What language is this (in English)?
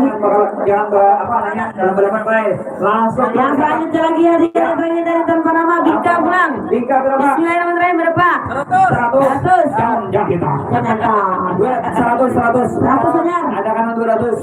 Banjar